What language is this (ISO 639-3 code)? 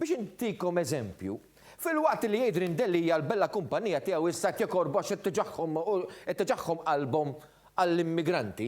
mlt